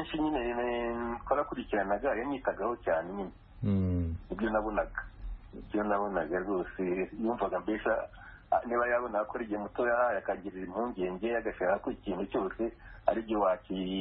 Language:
Kinyarwanda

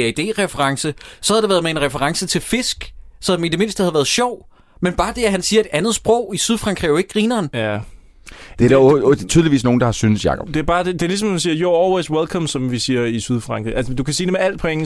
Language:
Danish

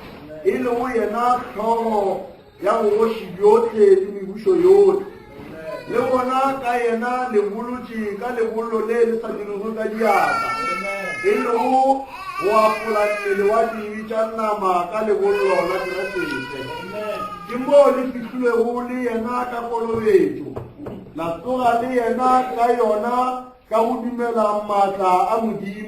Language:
Northern Sotho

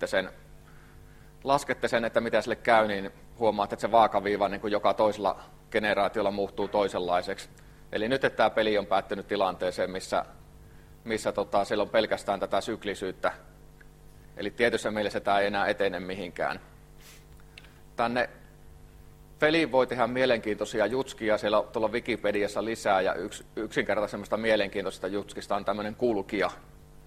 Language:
Finnish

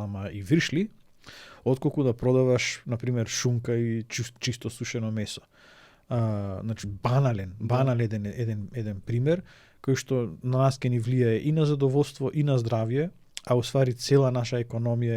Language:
Macedonian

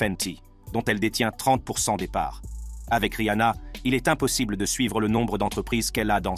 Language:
French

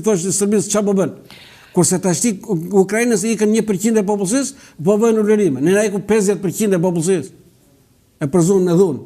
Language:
Albanian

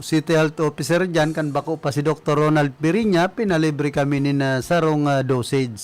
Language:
Bikol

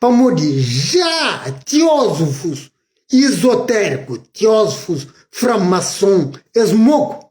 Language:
Kabuverdianu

